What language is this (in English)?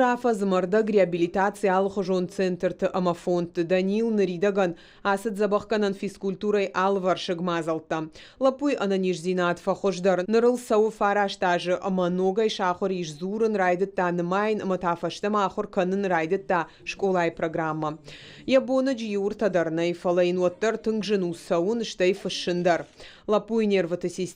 Ossetic